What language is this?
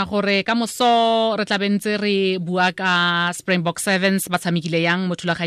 Tswana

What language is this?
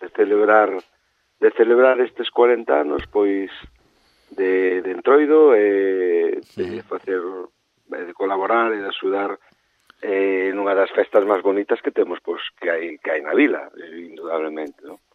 Galician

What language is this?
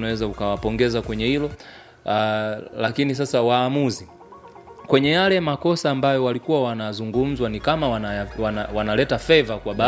Swahili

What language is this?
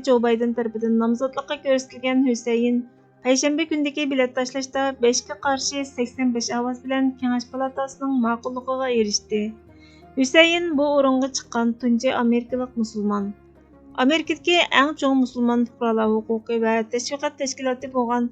Uyghur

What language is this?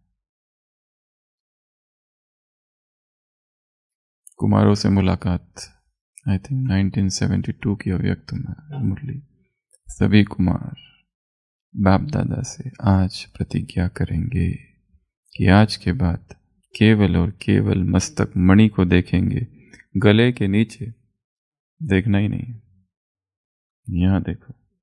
Hindi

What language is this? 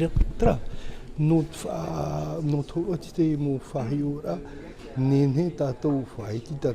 Tahitian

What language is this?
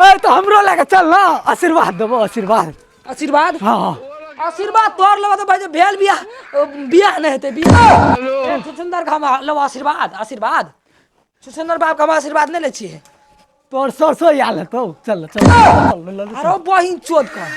Maithili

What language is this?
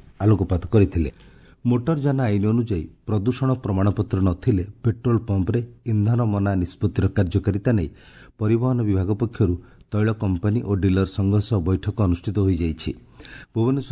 Odia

